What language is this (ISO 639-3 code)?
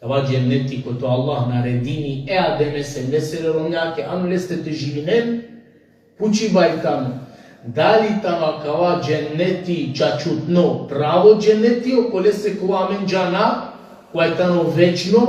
rmn